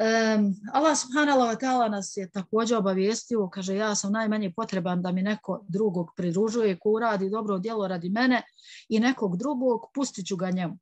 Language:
Bosnian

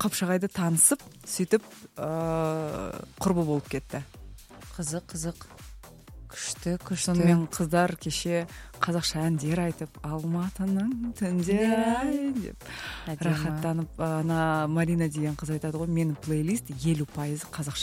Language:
Kazakh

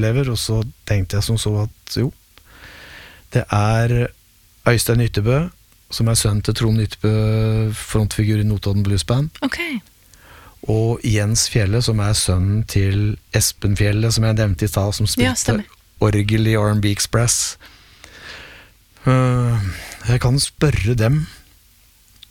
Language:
Norwegian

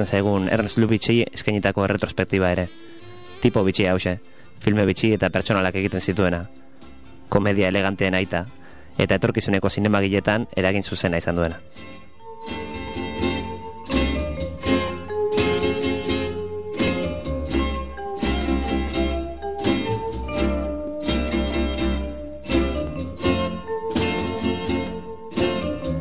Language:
Basque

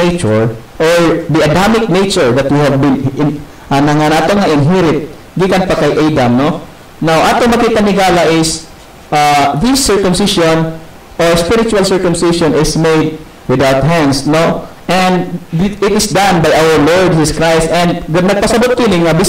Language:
Cebuano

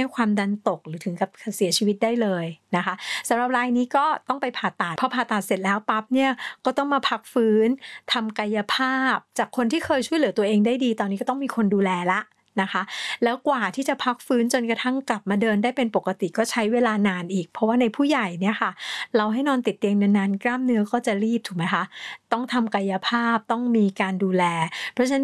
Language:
Thai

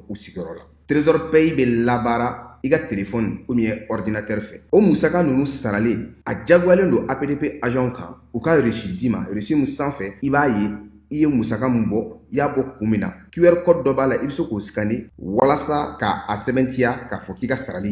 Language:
Bambara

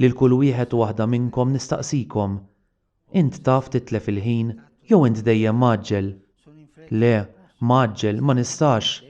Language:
Maltese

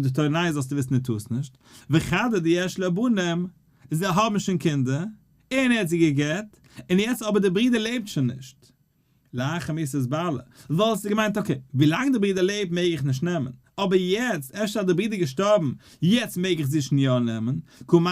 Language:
Yiddish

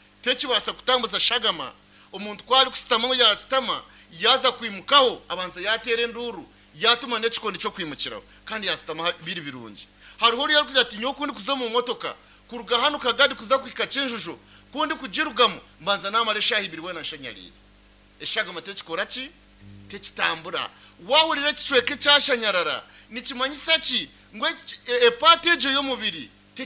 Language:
Nyankole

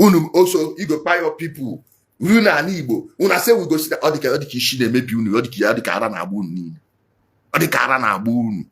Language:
Igbo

